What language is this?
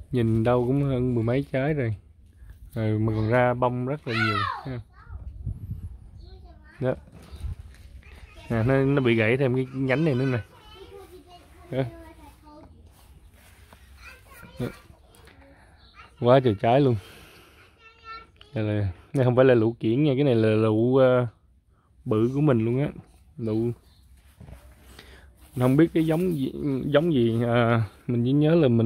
Vietnamese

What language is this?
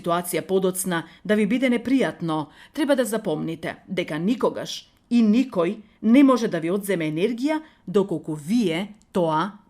Macedonian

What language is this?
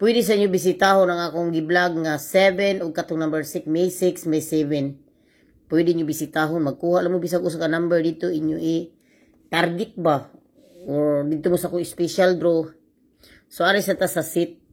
Cebuano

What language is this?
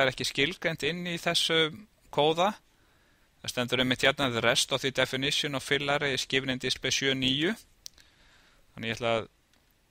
Icelandic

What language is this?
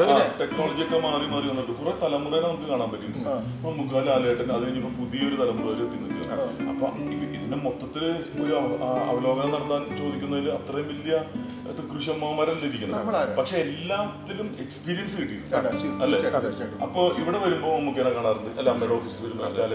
Malayalam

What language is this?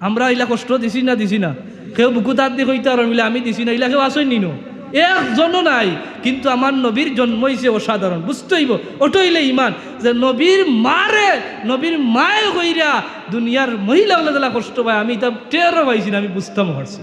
Sylheti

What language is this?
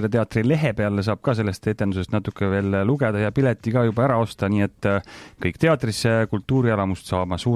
Estonian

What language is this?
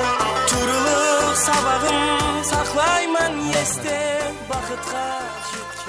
Kara-Kalpak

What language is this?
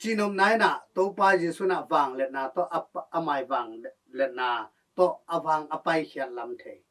Tedim Chin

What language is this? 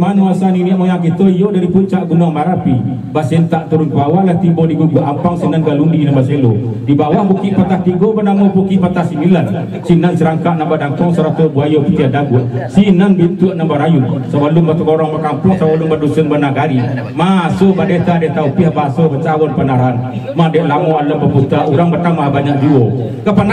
Minangkabau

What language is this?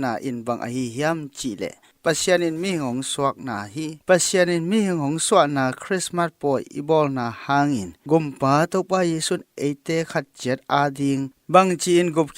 Tedim Chin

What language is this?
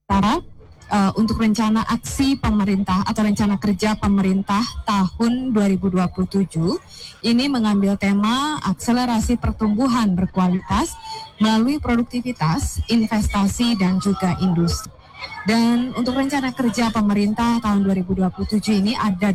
Indonesian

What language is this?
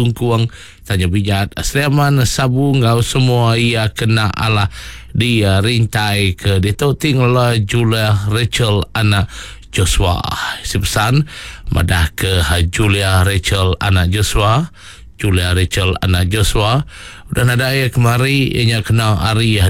Iban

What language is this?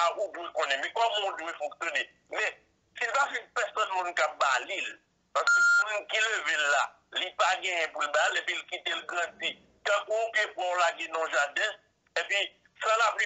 Haitian Creole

